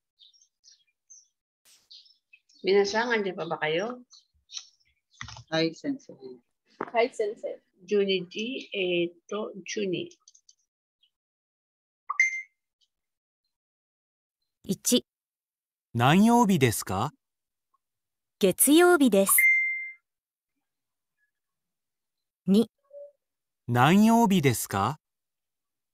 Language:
Japanese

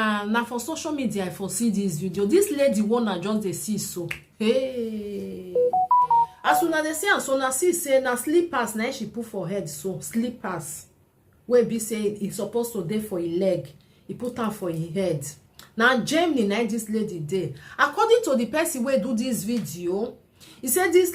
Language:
Nigerian Pidgin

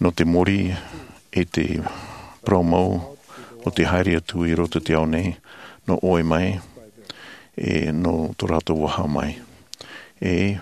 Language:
Tahitian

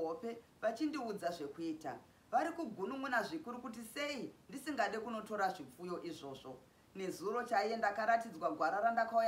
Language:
Shona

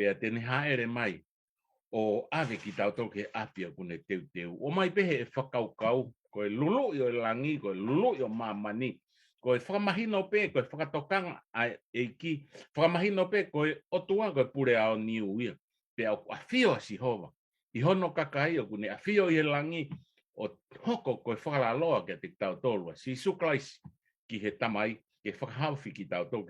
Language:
Tongan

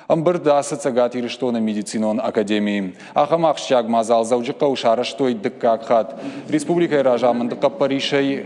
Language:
Ossetic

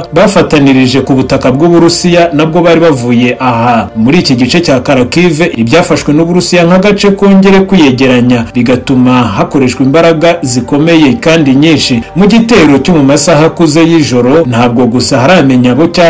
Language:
Kinyarwanda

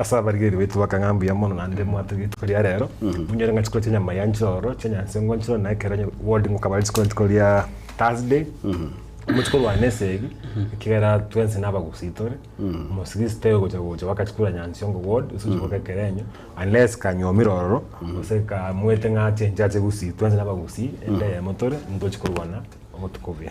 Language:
Gusii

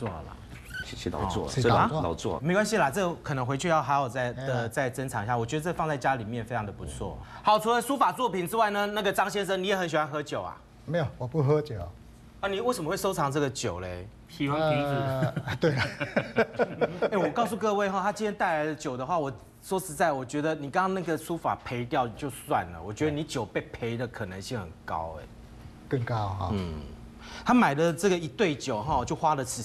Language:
Chinese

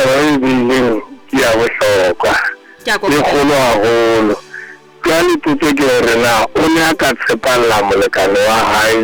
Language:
Southern Sotho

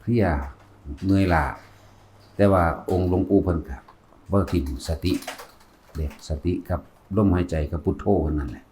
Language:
Northeastern Thai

